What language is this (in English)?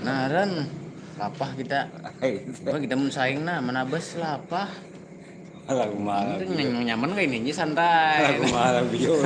Banjar